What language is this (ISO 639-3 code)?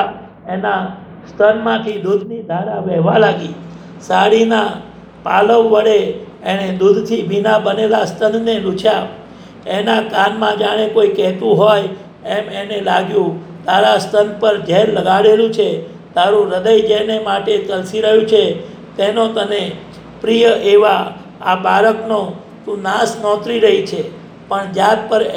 guj